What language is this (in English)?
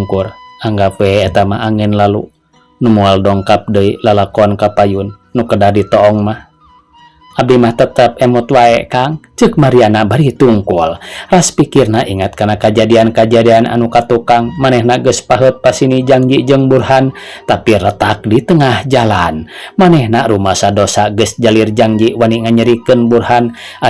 Sundanese